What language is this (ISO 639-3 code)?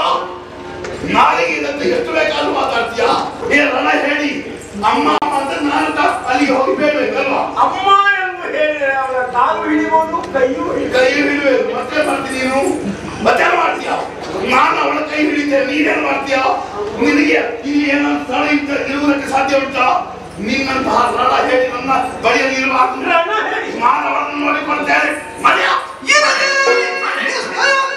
kan